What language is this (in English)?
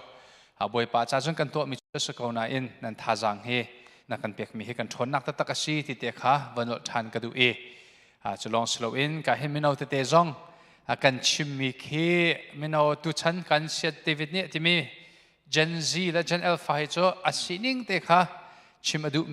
Hakha Chin